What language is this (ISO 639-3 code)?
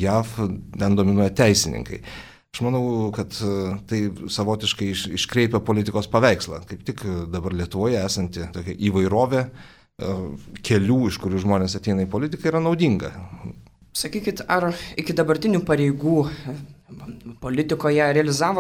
lit